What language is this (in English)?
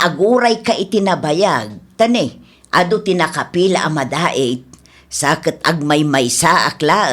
Iloko